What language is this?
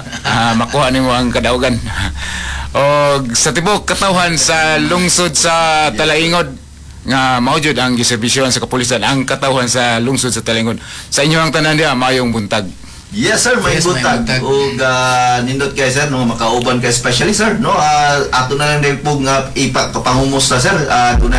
Cebuano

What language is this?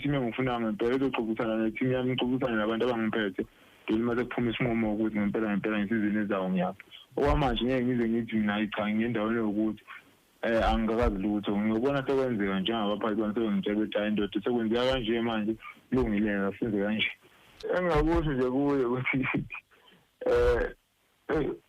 Zulu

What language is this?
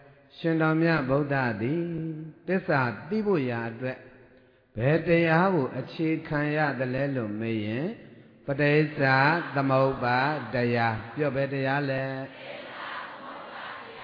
Burmese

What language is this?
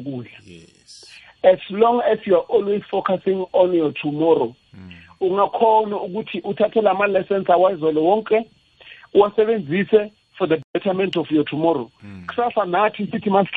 South Ndebele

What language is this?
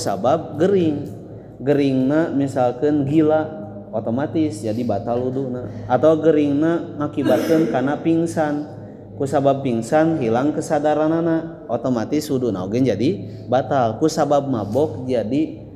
Sundanese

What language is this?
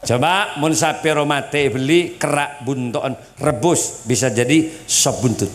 Madurese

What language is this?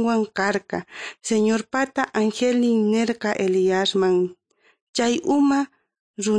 South Bolivian Quechua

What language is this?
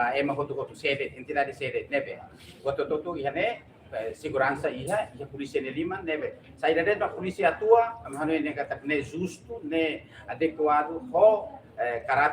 Tetum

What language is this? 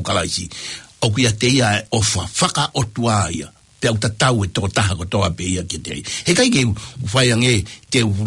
Tongan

